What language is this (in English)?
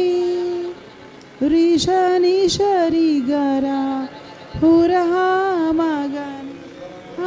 Tem